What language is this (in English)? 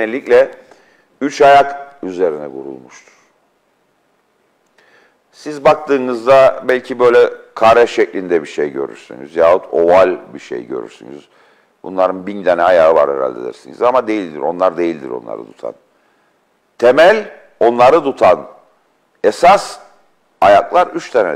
Turkish